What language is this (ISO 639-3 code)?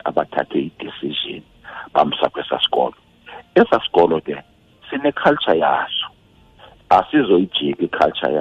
xho